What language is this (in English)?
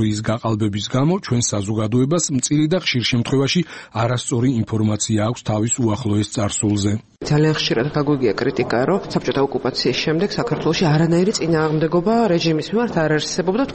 Georgian